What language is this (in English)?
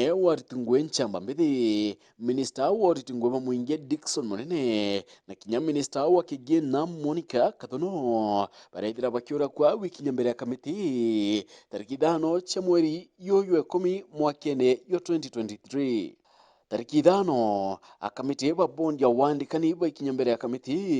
Meru